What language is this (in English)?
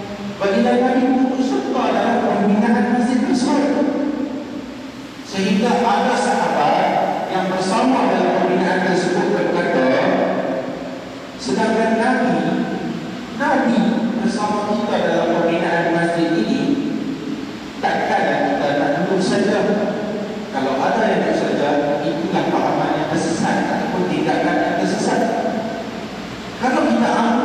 Malay